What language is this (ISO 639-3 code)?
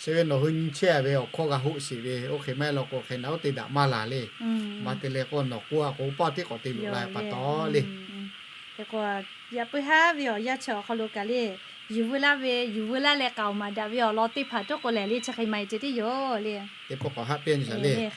lhu